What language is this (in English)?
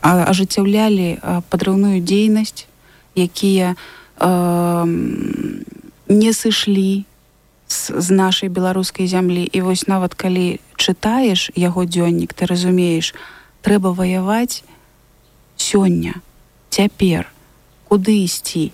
Belarusian